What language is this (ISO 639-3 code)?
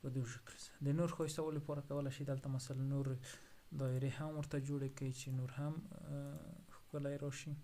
pus